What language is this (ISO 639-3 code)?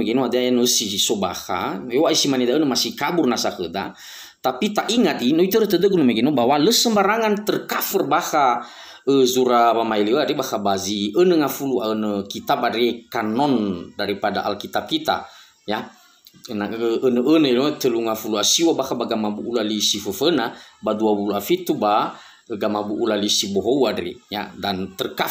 nia